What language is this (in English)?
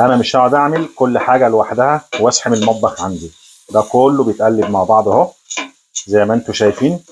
Egyptian Arabic